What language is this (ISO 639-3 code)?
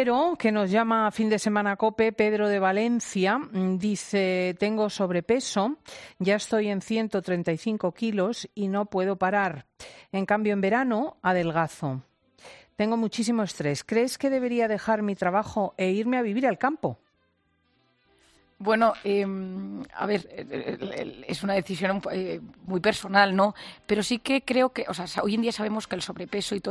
spa